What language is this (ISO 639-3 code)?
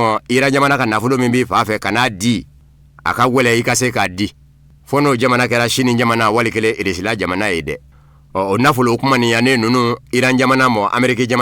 bam